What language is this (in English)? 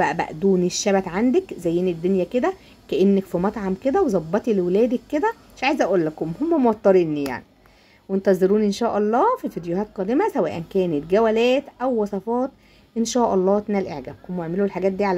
Egyptian Arabic